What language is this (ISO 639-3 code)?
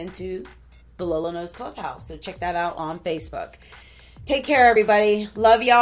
eng